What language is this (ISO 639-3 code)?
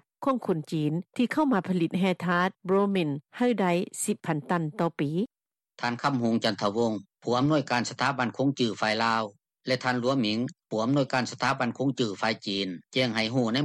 lao